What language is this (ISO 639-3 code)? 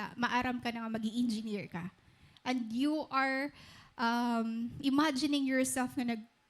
war